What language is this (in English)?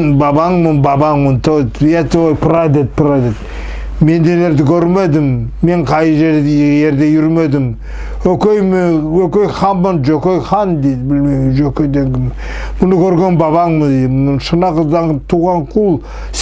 Nogai